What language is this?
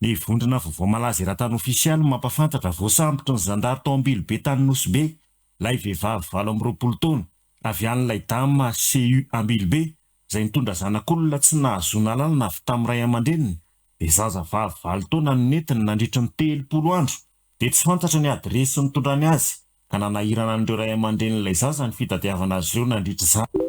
Malagasy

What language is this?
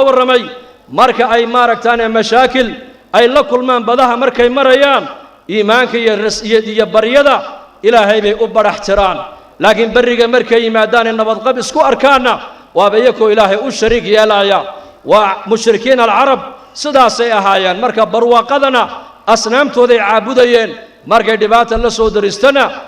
Somali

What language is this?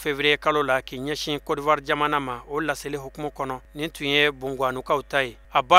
Bambara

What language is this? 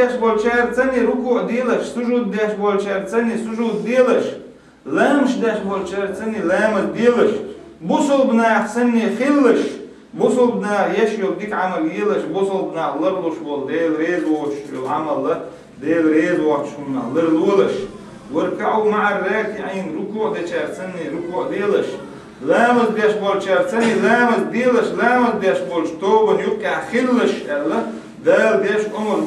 Chechen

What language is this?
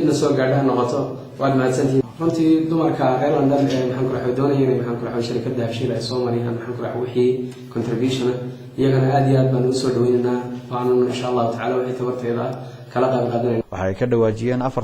Somali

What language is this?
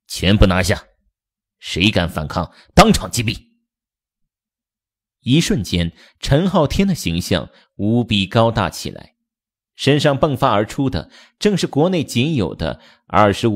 Chinese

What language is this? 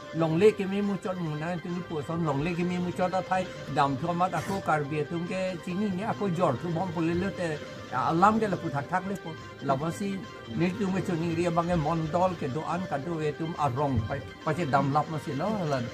Karbi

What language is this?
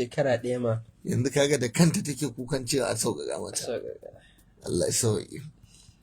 Hausa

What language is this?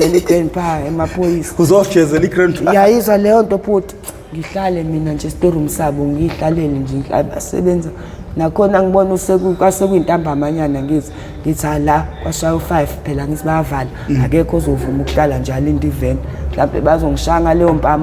Zulu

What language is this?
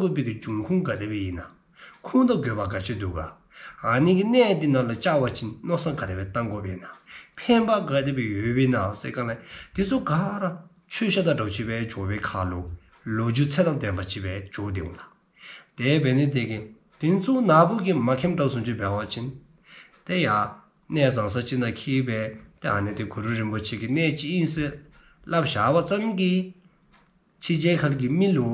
Dzongkha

